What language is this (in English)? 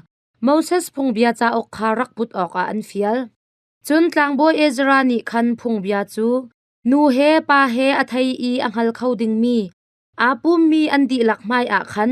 Hakha Chin